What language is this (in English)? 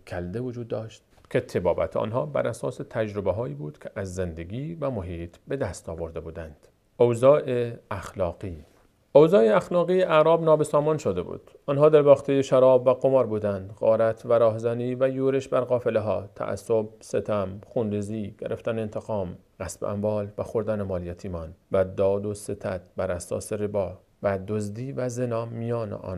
Persian